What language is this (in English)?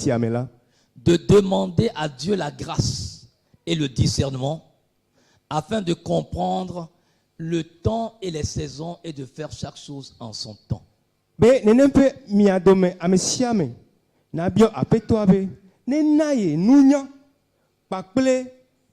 Ewe